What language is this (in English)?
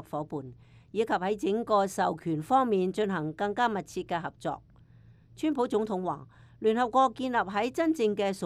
Cantonese